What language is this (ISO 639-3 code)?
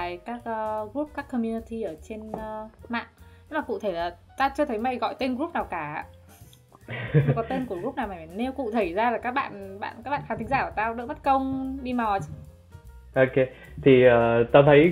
vie